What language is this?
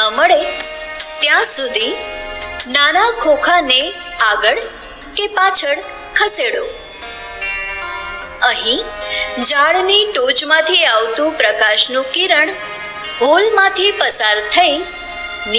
Gujarati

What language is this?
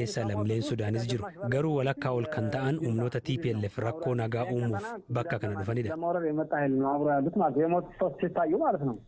Oromo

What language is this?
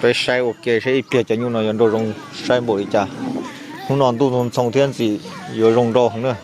Hmong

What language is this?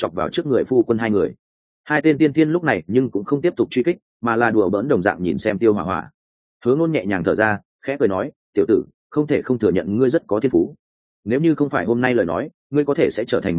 Vietnamese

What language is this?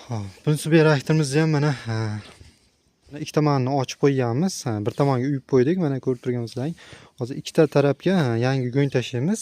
Uzbek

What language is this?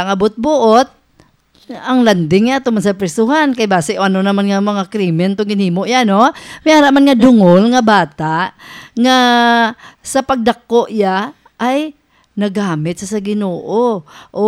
Hiligaynon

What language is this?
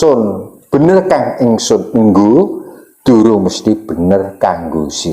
Javanese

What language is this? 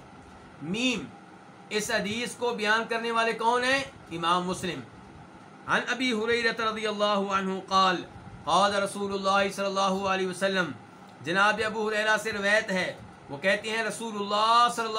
Urdu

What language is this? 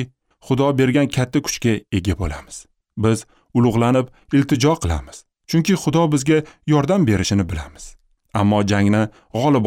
Uzbek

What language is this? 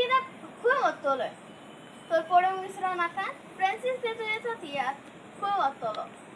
Konkani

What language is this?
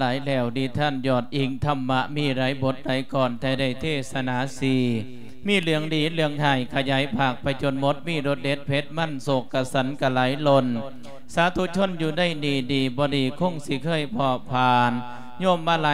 Lao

